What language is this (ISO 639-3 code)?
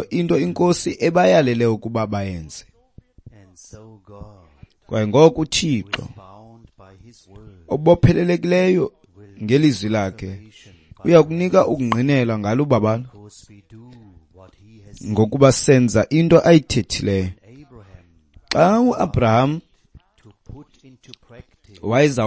xho